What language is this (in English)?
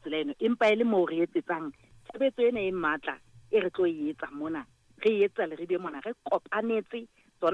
Southern Sotho